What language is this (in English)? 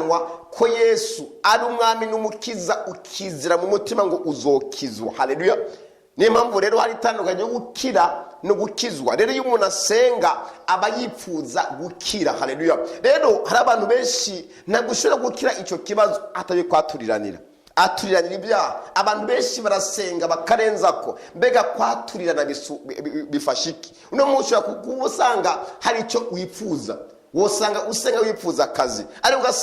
Rundi